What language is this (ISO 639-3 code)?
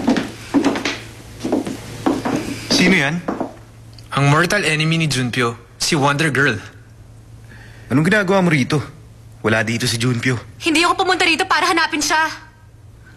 fil